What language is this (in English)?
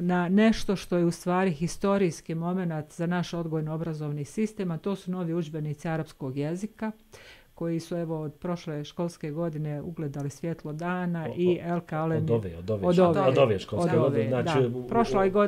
Bosnian